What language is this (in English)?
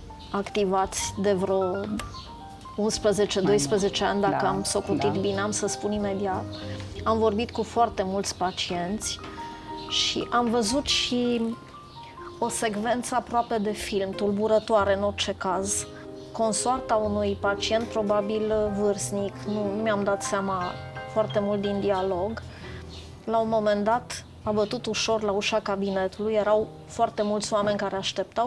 Romanian